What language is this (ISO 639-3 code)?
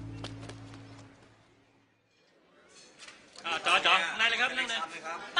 tha